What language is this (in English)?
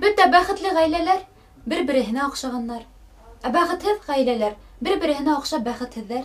Bashkir